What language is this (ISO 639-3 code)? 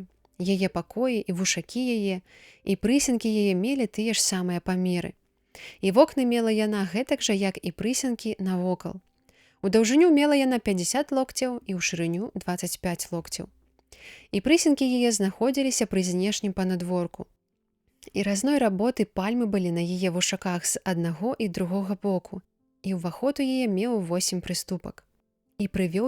bel